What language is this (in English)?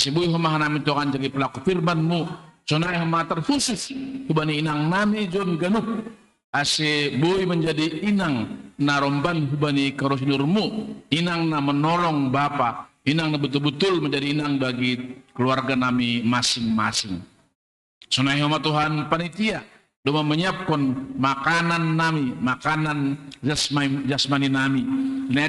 Batak Simalungun